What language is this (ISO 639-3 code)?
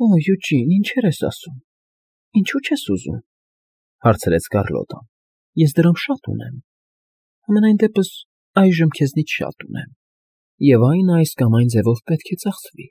hye